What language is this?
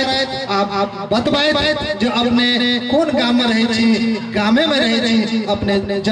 Maithili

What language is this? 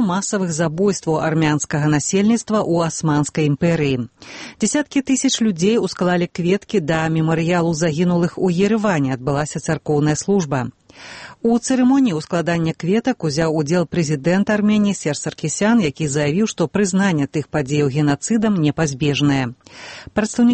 Belarusian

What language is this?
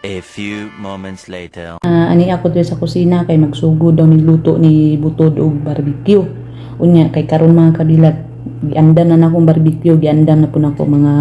Cebuano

